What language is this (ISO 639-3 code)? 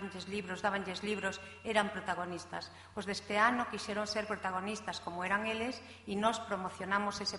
glg